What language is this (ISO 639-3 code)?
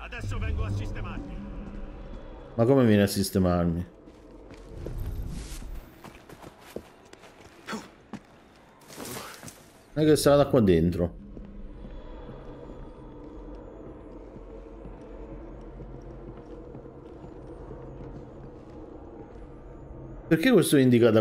ita